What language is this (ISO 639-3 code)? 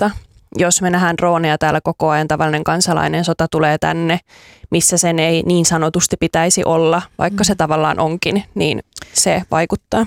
fin